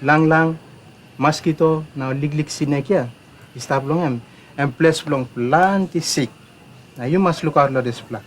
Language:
Tok Pisin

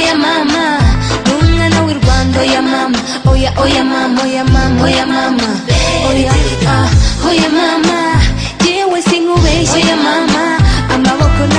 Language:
Kinyarwanda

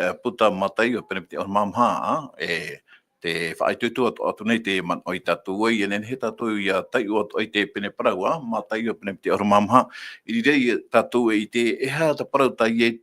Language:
Tahitian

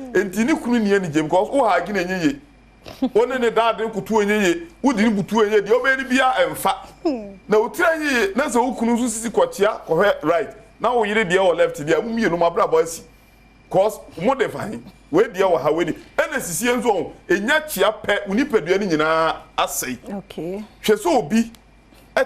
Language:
Akan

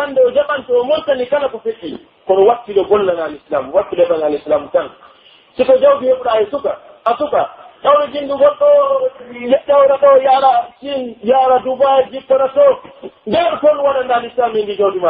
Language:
Pular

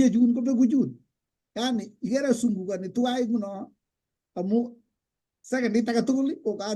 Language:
Kalenjin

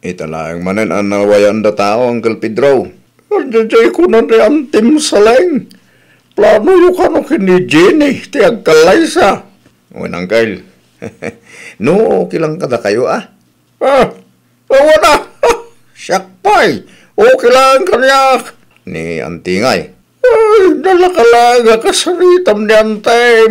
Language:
Iloko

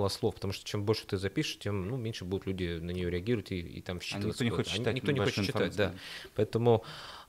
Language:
Russian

